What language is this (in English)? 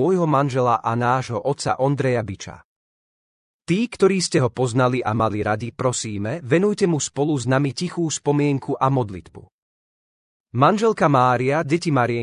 Slovak